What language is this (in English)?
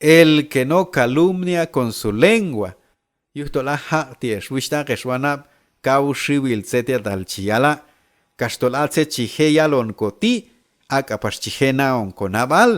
Q'anjob'al